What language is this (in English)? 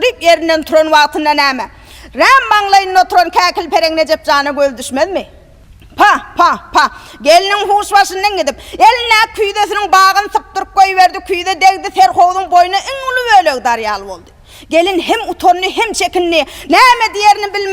Turkmen